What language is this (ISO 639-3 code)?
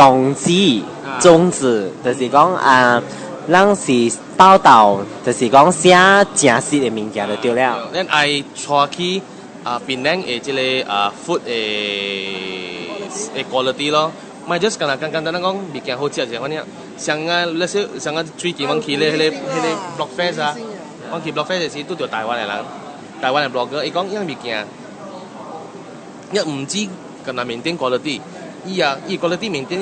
nan